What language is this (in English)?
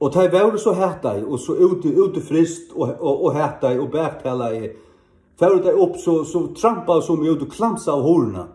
Faroese